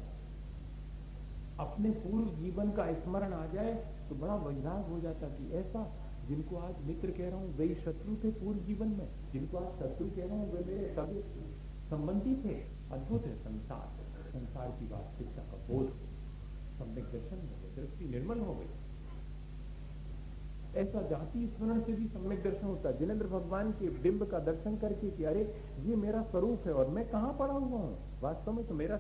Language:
Hindi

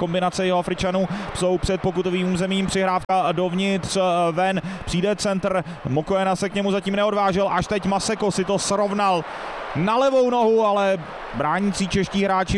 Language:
Czech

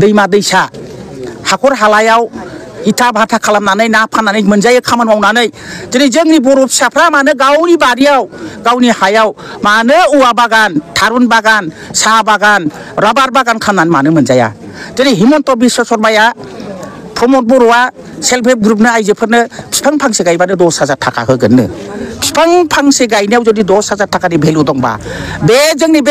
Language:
Bodo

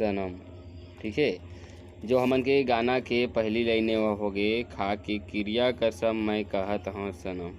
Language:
Chhattisgarhi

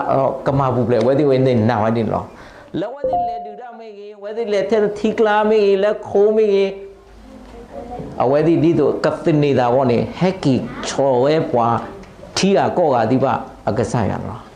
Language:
S'gaw Karen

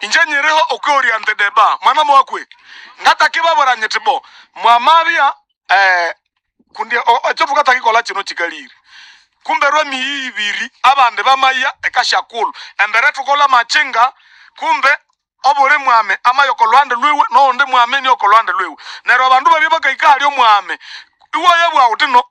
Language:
Nande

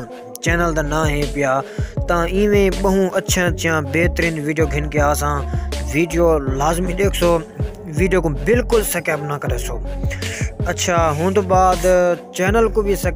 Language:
Saraiki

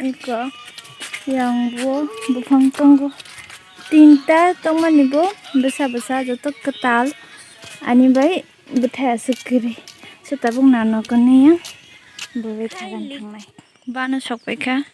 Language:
Kok Borok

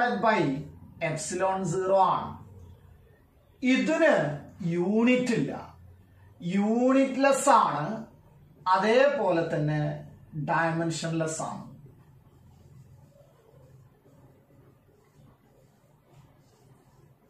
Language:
Malayalam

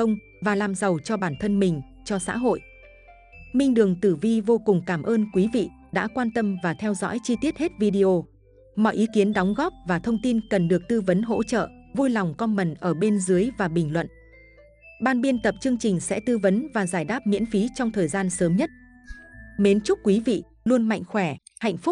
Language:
Vietnamese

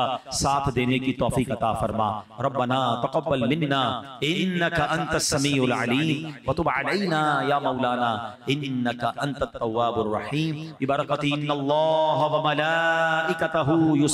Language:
Hindi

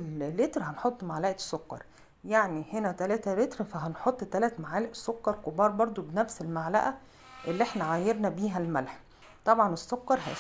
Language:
Egyptian Arabic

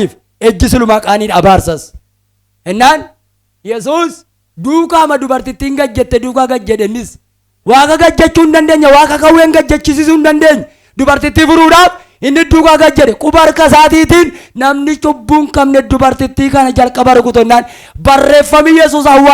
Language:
Oromo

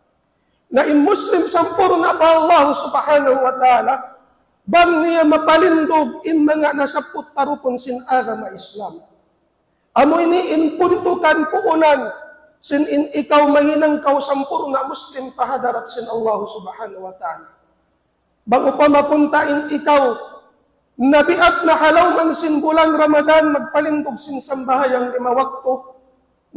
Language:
Tausug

